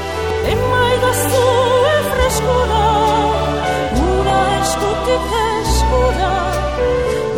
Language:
Basque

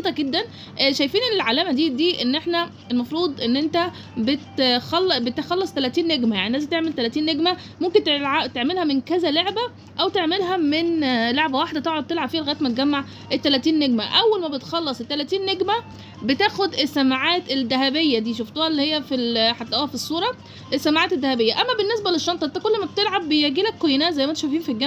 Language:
Egyptian Arabic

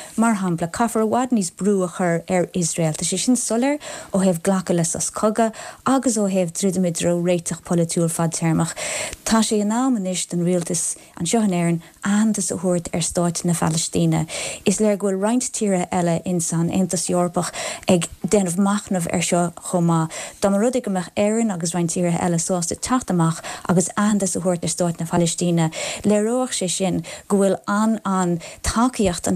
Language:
Irish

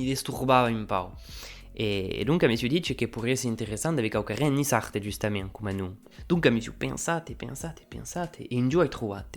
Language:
Occitan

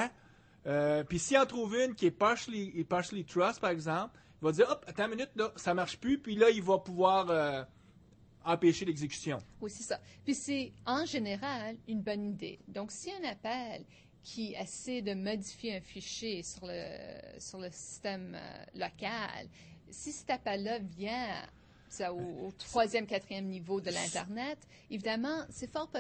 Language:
French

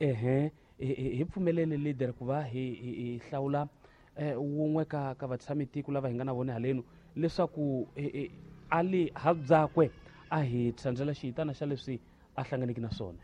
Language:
Tsonga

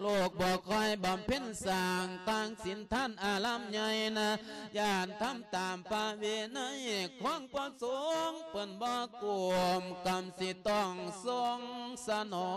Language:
Lao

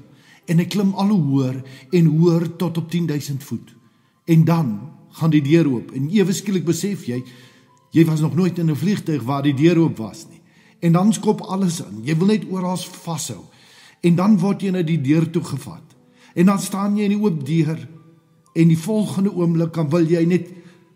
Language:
Afrikaans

